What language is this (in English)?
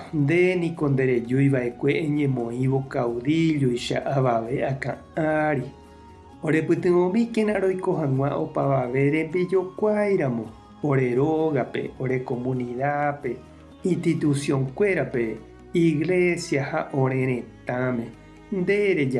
Guarani